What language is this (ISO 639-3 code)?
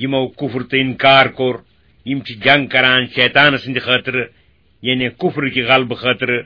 kas